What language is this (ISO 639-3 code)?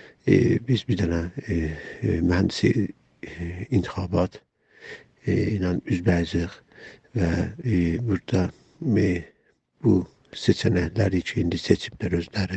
azb